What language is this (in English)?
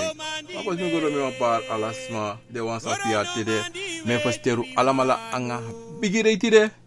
Sranan Tongo